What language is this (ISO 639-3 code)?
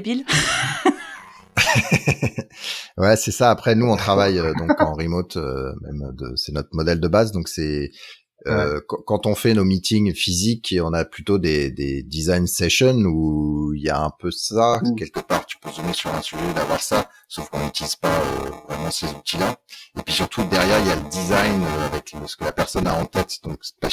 fra